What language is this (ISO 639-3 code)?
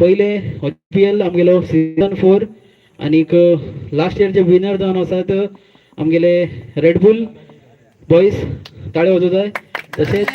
kok